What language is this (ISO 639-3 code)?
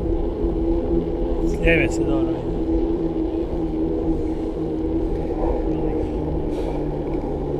hrv